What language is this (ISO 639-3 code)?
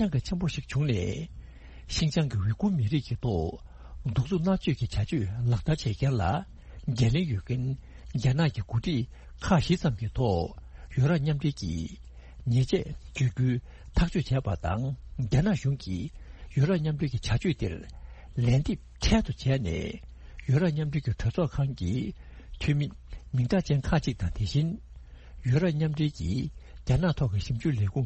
bod